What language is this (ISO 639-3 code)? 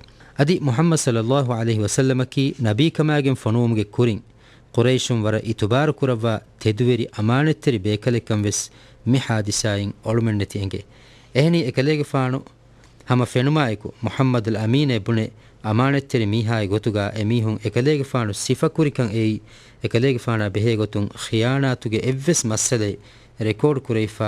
div